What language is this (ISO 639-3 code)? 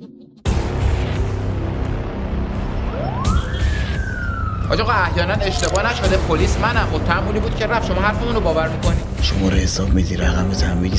fas